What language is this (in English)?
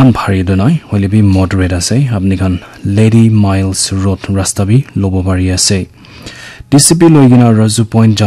Naga Pidgin